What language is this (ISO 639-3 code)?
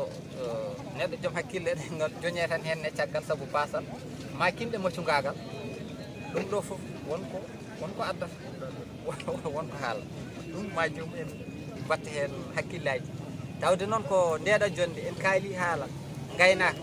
ful